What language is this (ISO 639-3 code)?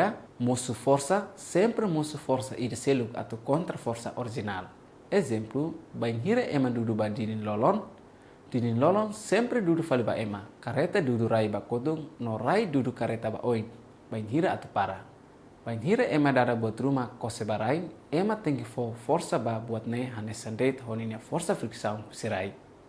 tet